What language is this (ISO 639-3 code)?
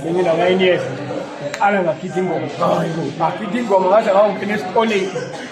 zul